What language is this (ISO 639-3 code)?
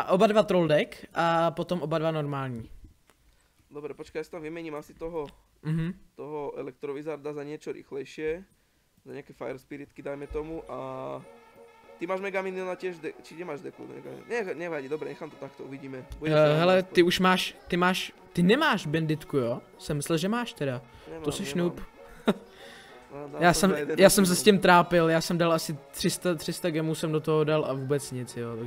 ces